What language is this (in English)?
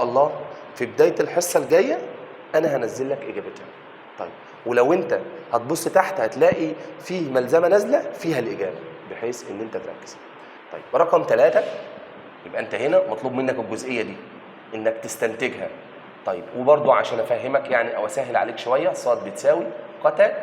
Egyptian Arabic